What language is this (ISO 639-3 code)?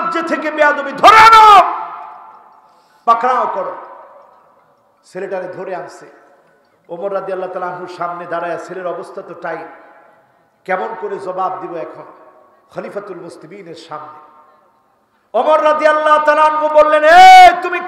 ben